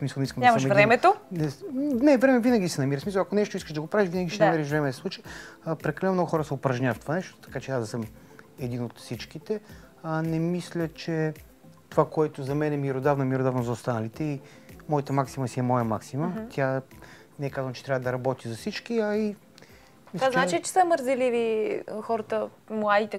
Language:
Bulgarian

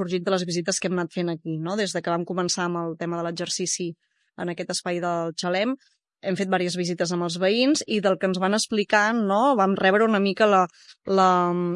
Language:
Catalan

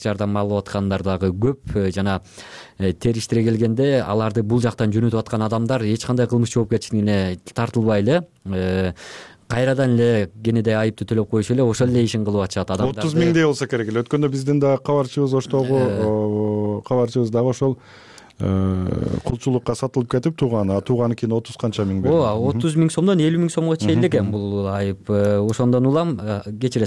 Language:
Kyrgyz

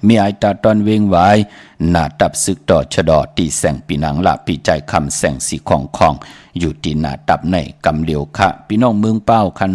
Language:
Shan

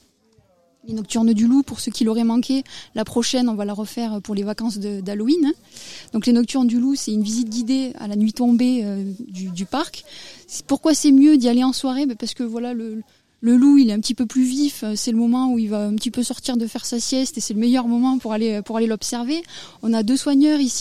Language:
French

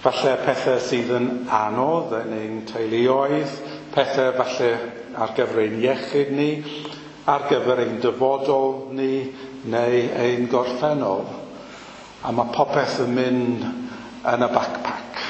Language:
Welsh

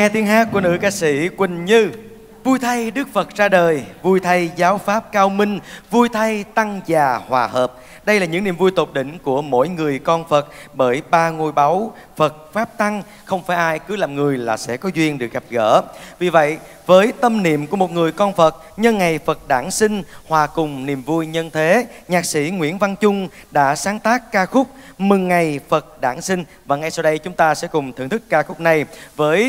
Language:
Vietnamese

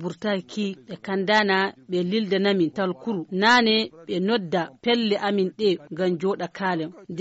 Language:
Nigerian Fulfulde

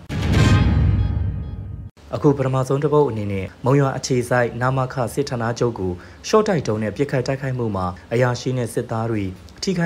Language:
Burmese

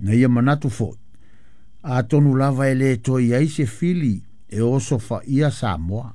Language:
Samoan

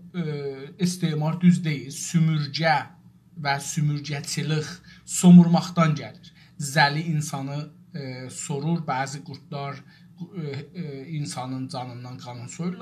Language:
South Azerbaijani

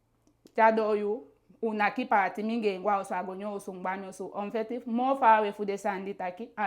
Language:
Eastern Maroon Creole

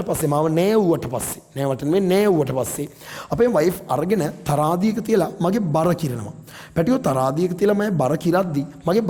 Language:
Sinhala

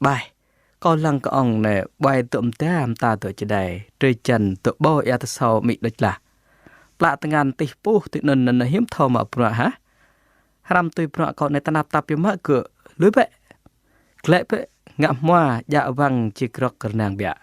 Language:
Jarai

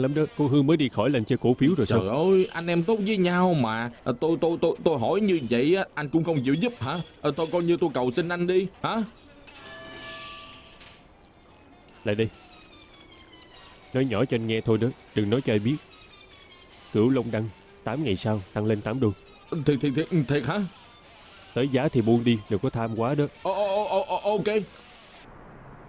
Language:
Vietnamese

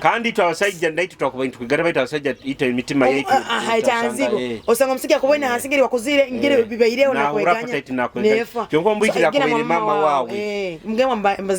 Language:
Nyoro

